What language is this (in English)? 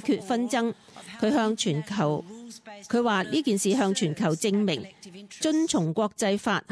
Cantonese